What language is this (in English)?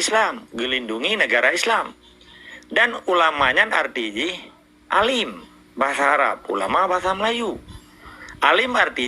Achinese